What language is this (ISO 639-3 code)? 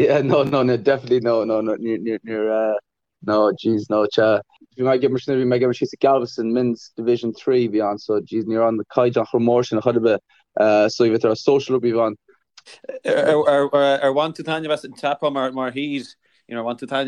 gle